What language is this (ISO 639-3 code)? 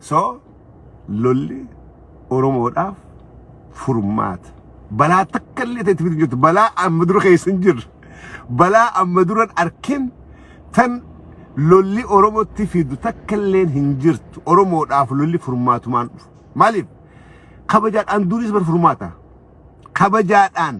orm